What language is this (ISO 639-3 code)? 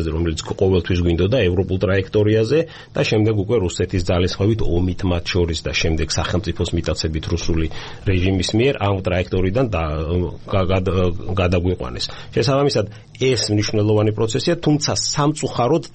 kat